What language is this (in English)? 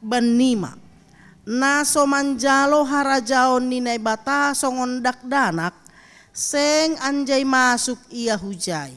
Batak Simalungun